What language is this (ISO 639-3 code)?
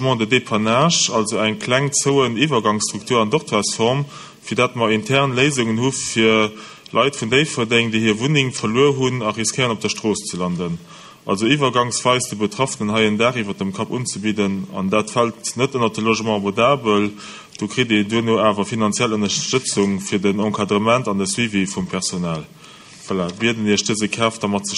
ltz